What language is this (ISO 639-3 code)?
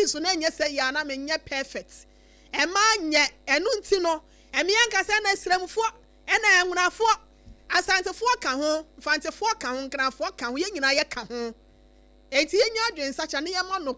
aka